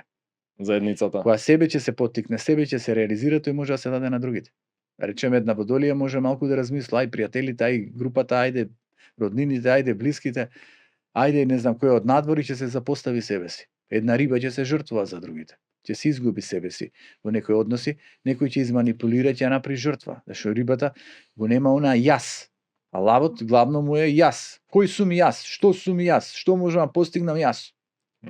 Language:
Macedonian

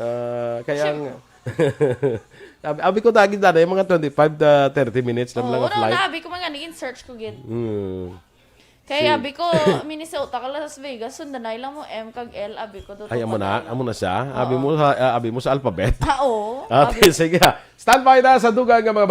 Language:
Hiligaynon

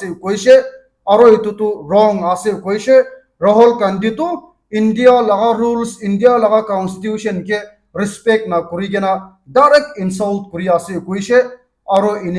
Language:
Naga Pidgin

